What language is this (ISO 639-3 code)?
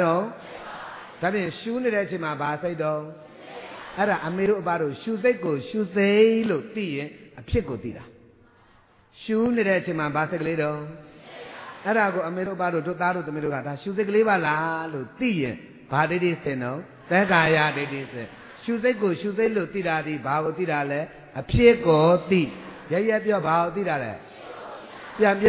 mya